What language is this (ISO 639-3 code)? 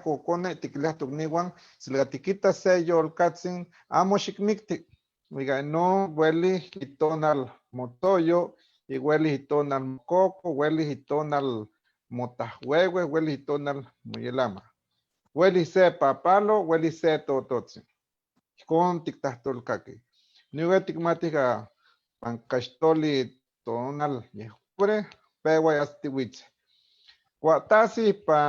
nhe